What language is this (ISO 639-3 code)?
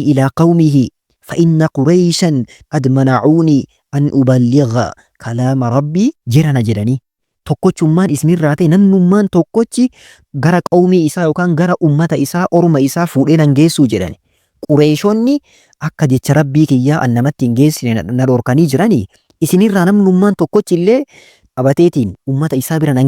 orm